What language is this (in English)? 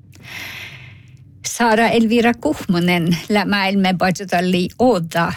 Northern Sami